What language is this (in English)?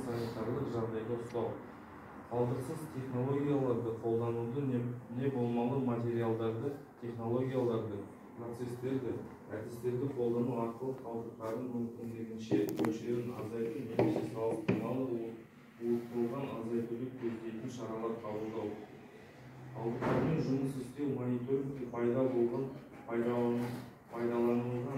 Kazakh